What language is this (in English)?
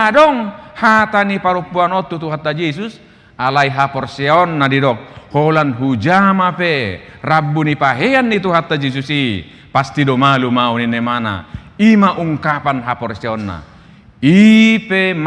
Batak Toba